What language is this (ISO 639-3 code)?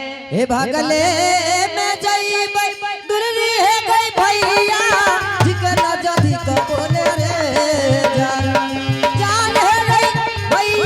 anp